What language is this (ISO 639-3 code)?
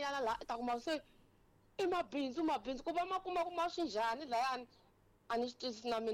tso